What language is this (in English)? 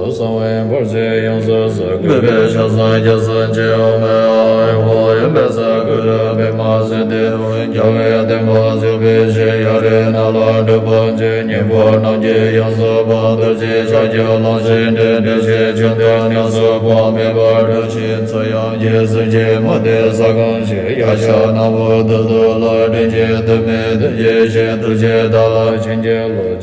Tibetan